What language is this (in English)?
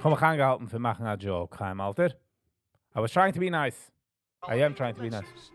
Yiddish